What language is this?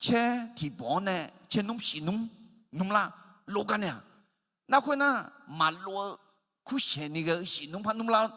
Akha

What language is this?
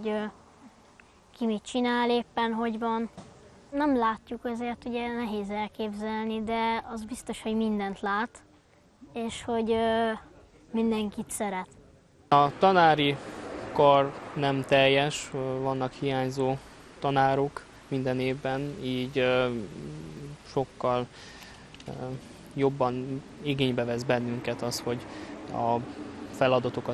Hungarian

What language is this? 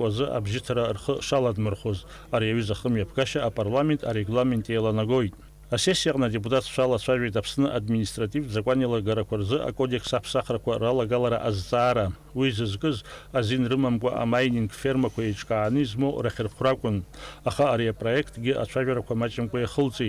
Abkhazian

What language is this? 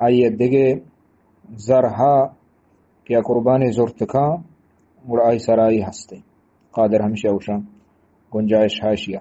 Eastern Balochi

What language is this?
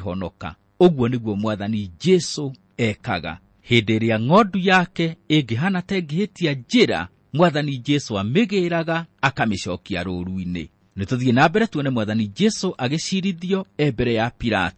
Kikuyu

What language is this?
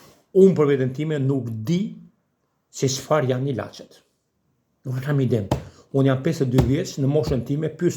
Albanian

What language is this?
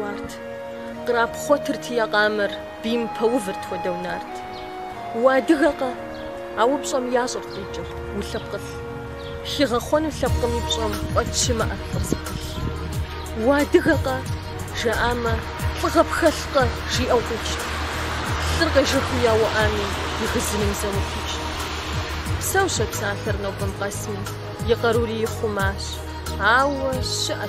Kabardian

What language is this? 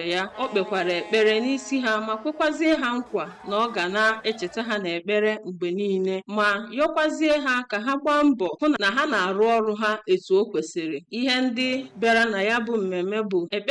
Igbo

